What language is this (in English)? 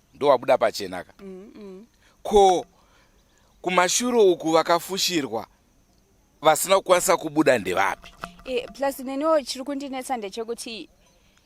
Shona